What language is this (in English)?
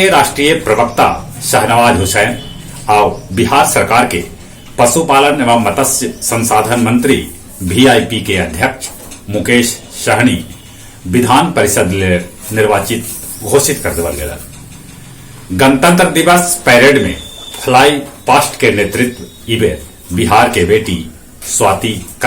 Magahi